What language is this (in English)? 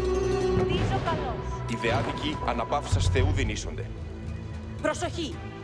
Greek